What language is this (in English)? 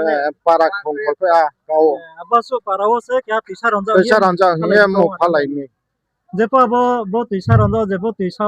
Riang (India)